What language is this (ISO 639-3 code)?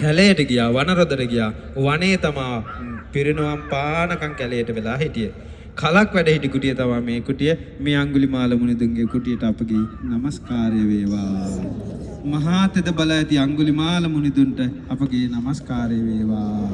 sin